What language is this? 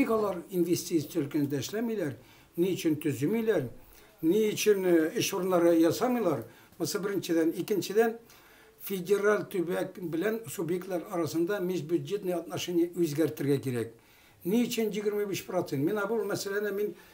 Tatar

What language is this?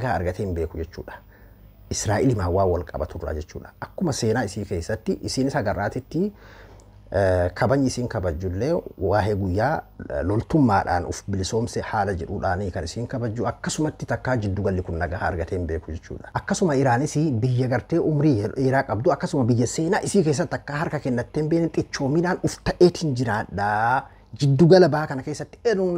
Oromo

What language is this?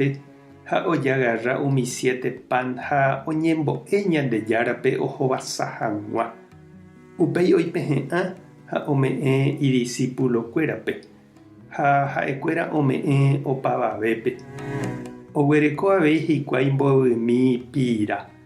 Guarani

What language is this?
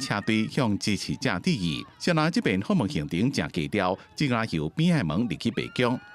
Min Nan Chinese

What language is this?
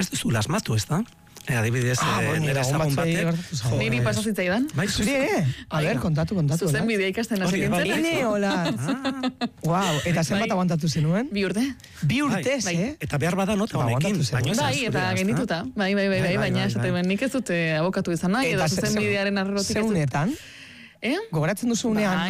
Basque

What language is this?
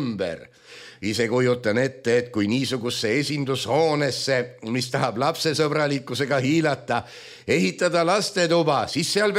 Estonian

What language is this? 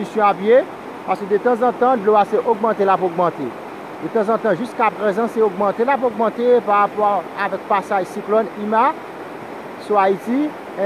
Haitian Creole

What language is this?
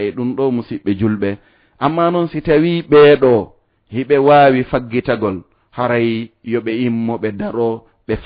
Fula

